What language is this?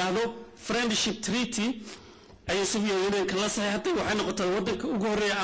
Somali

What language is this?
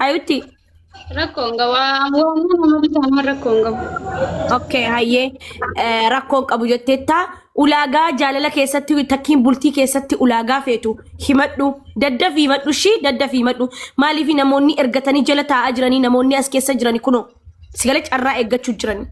Oromo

